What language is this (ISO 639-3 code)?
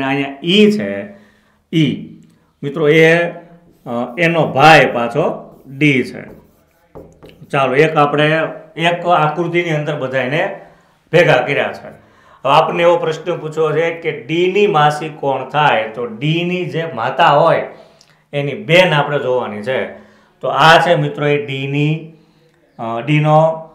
guj